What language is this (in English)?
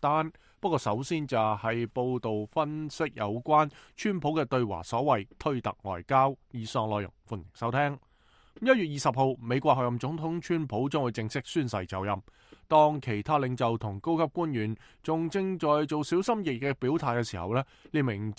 Cantonese